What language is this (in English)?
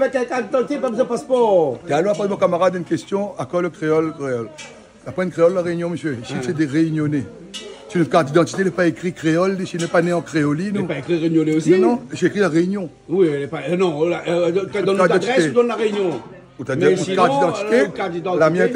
Réunion Creole French